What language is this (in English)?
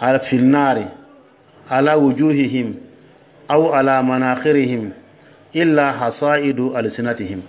Dyula